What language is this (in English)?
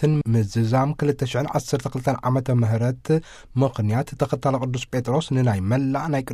Tigrinya